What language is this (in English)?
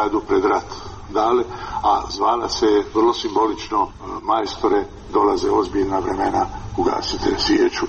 Croatian